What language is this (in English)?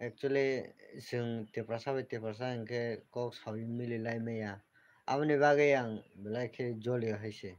Kok Borok